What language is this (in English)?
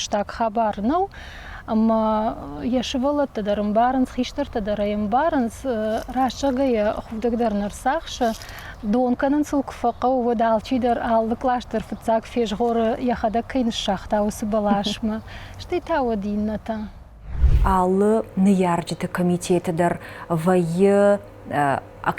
Ossetic